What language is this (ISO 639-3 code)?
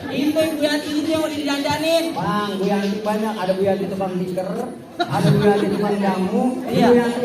bew